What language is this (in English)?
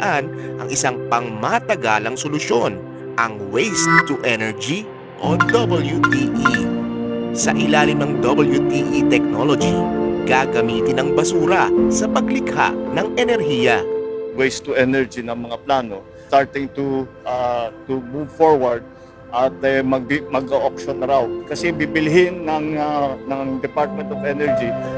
Filipino